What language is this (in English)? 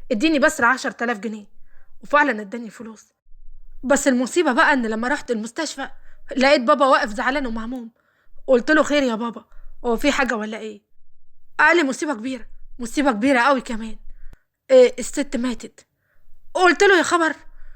Egyptian Arabic